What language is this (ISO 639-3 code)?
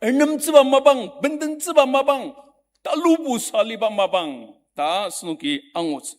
njo